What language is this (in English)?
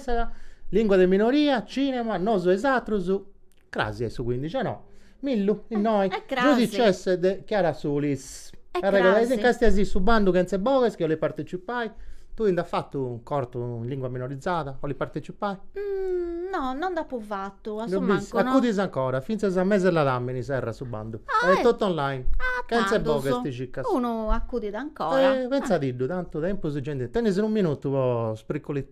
Sardinian